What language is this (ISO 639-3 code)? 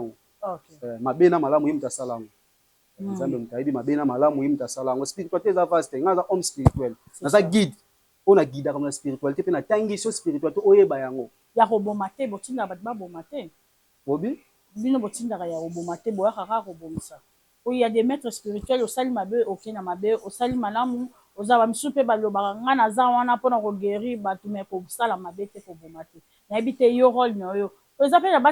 lin